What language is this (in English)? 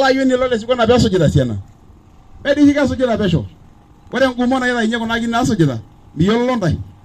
Masai